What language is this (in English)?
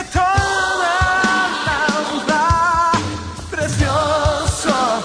Spanish